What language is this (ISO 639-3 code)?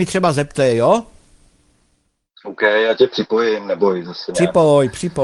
ces